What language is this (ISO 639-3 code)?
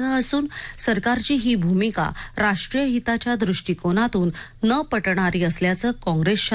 mar